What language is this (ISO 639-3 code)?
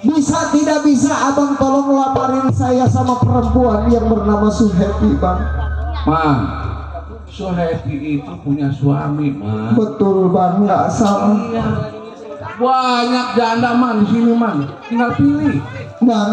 bew